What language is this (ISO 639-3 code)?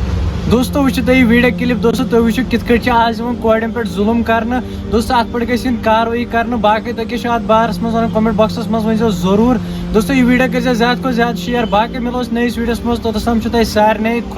kas